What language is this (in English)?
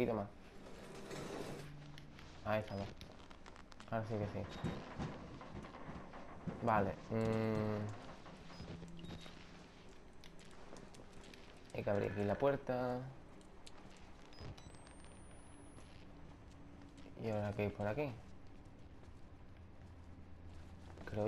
Spanish